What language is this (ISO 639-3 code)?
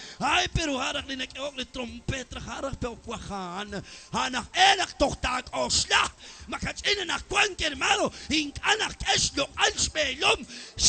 kek